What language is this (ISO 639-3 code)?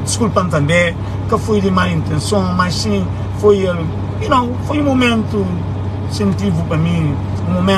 kea